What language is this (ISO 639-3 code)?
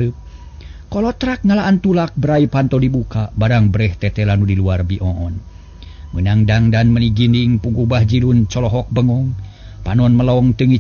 sun